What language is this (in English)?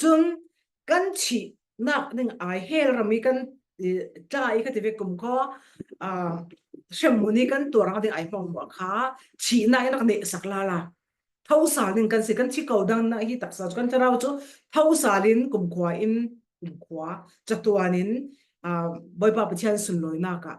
Falam Chin